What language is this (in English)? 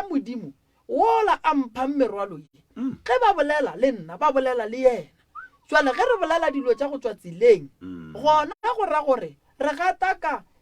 Northern Sotho